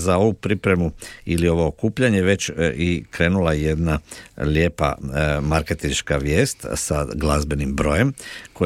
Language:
Croatian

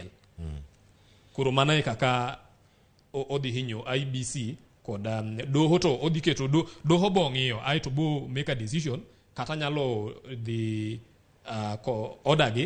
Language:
Luo (Kenya and Tanzania)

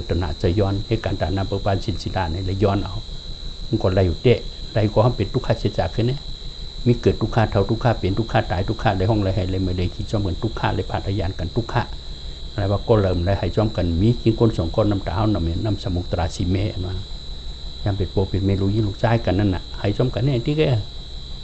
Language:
Shan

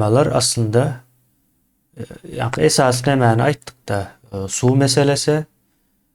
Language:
Turkmen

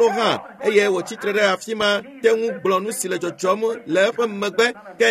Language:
Ewe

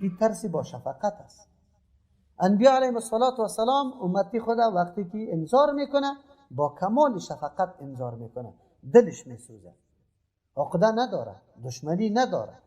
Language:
Persian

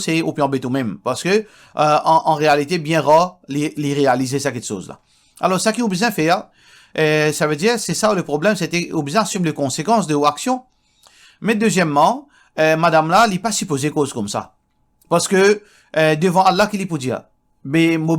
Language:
Morisyen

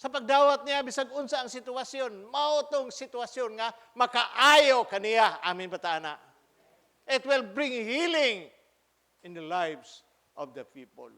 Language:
Cebuano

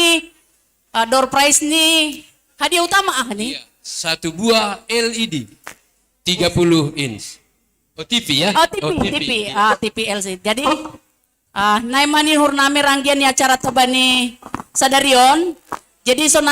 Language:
Batak Simalungun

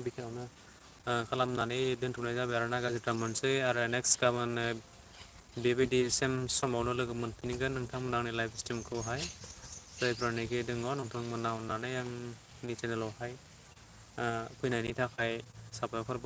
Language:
Bodo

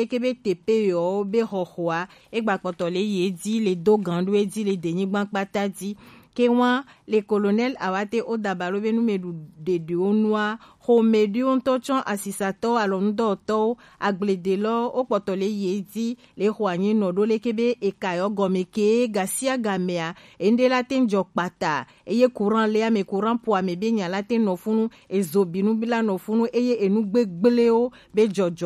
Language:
Gen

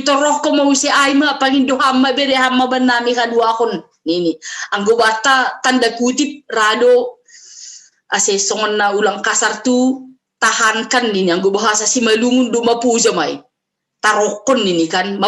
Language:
Batak Simalungun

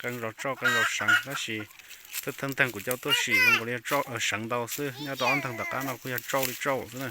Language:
Hmong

